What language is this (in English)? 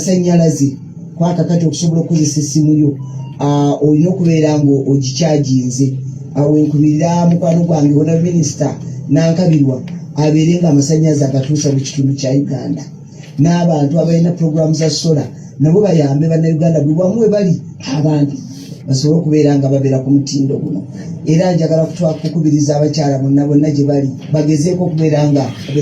Ganda